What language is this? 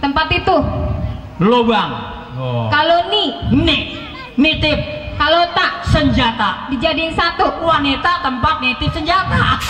Betawi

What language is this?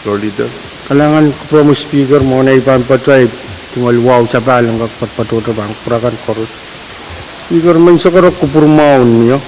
Pohnpeian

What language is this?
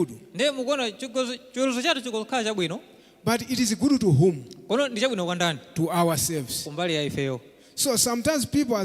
Nyanja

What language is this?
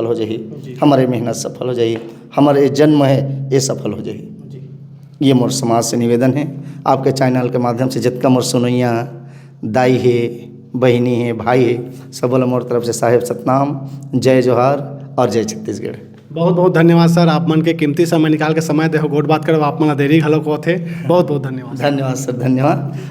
Chhattisgarhi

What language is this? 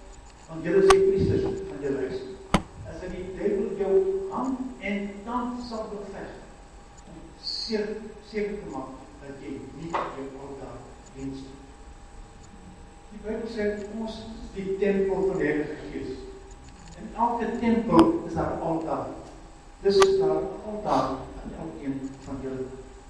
Afrikaans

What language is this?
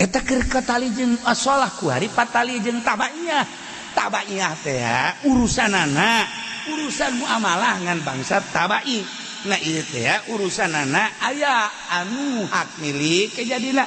Sundanese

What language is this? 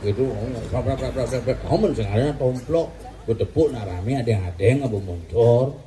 Balinese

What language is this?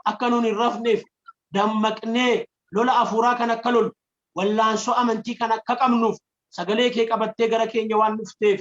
Oromo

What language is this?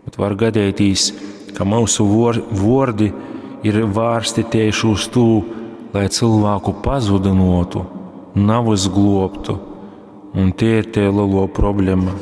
Latgalian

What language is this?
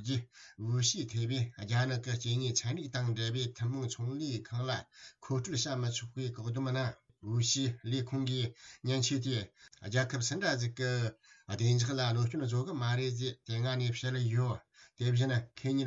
Tibetan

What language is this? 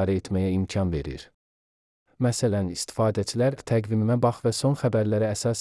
Azerbaijani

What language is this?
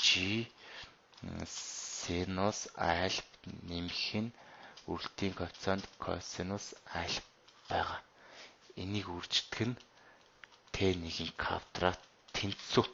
Mongolian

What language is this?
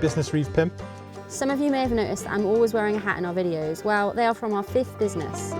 Welsh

